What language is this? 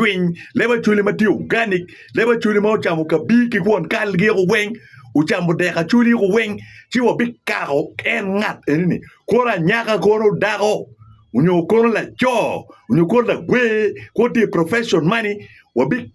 Acoli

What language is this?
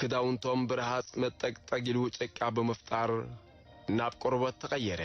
Tigrinya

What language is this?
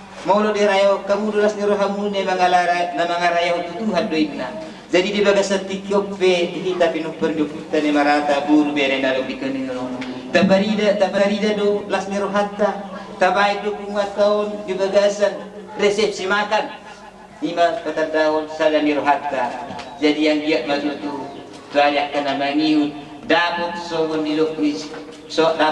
Batak Toba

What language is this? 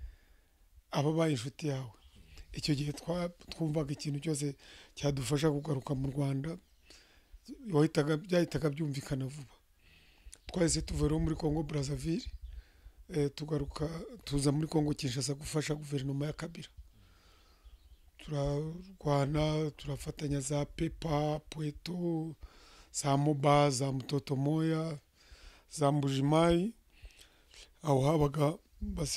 Kinyarwanda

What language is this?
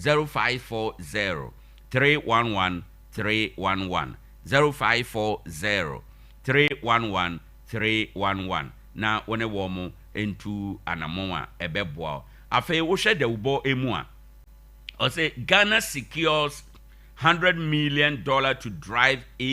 Akan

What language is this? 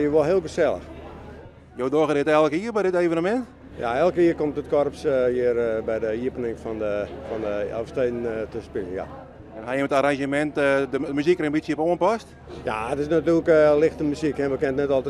Western Frisian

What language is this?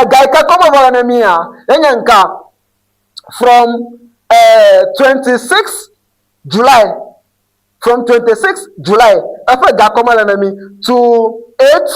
Ewe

